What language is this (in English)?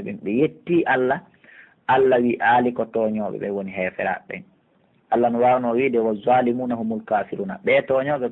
Pular